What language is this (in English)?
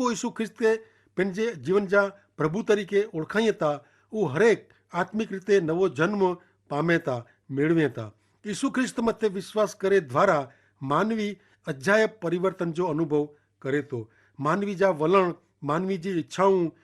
Kachhi